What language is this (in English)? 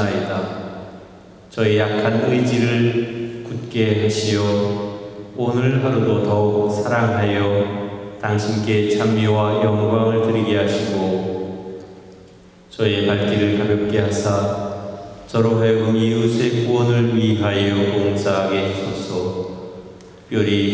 Korean